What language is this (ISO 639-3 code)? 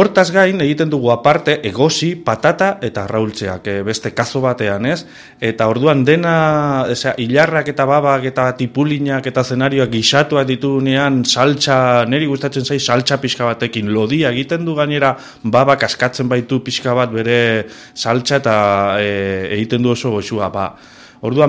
eus